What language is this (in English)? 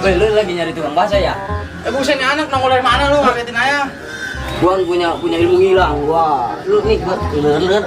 Betawi